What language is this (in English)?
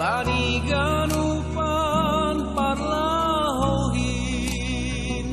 Batak Simalungun